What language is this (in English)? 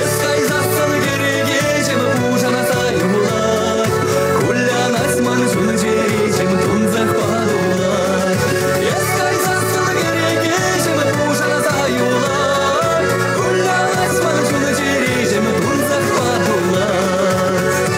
Chuvash